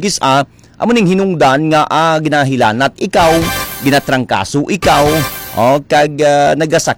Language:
Hiligaynon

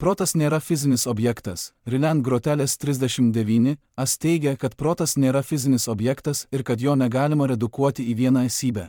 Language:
Lithuanian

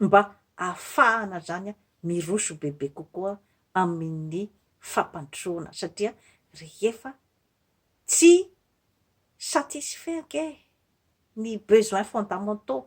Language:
Malagasy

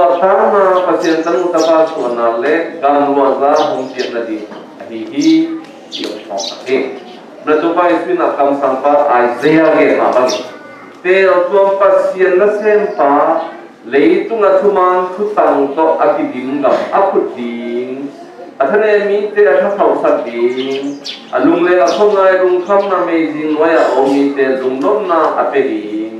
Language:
Tedim Chin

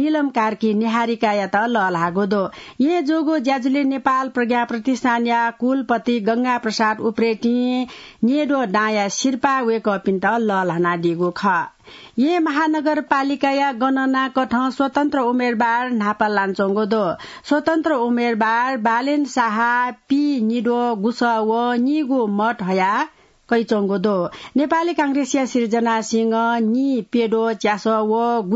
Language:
Newari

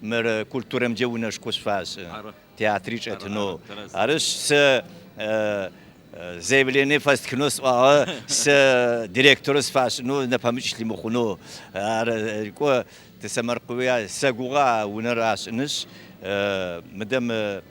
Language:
Adyghe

